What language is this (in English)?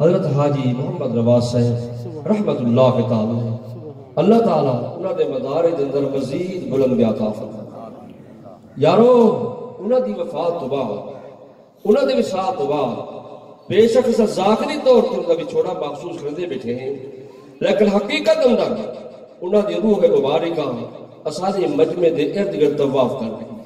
Western Panjabi